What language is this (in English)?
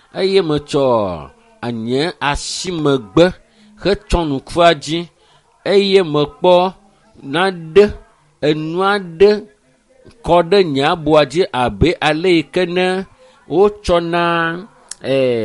Ewe